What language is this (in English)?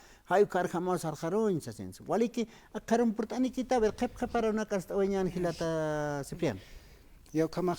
Aymara